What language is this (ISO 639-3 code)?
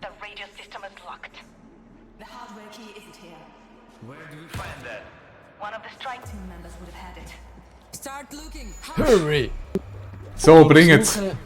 gsw